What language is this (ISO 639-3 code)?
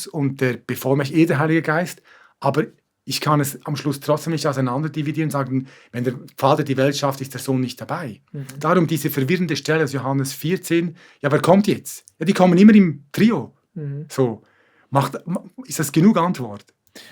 gsw